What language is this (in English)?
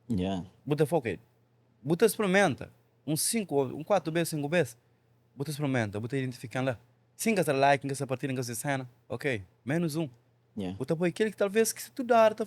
Kabuverdianu